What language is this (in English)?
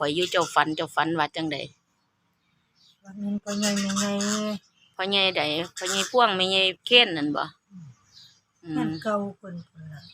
Northeastern Thai